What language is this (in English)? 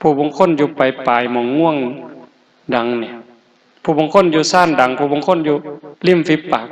Northeastern Thai